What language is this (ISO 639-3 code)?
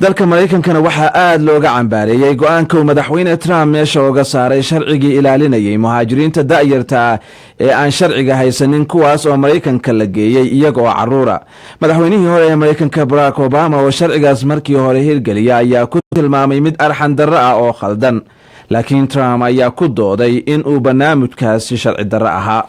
som